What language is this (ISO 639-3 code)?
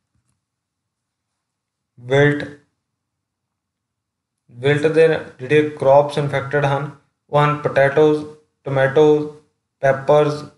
pan